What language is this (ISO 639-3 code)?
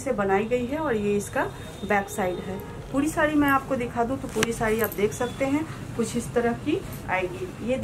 hin